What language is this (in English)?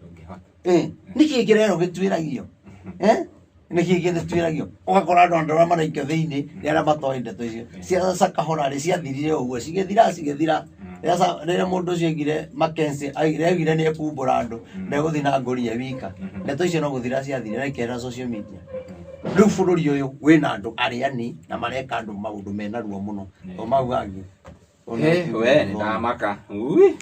Kikuyu